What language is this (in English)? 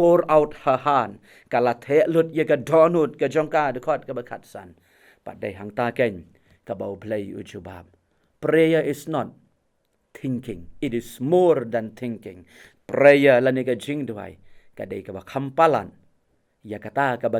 Khasi